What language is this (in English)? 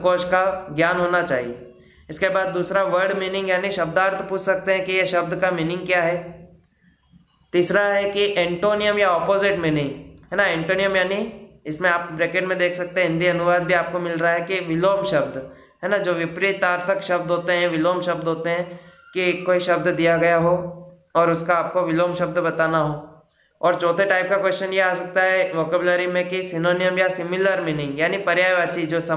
Hindi